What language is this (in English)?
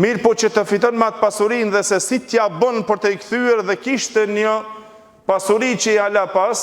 Albanian